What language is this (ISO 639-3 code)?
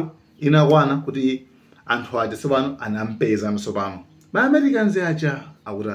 nya